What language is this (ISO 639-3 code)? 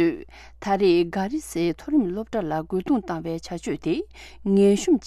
bod